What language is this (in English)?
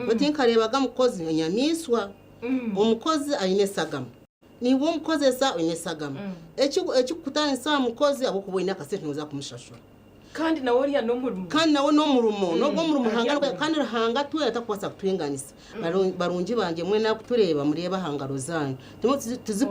Nyankole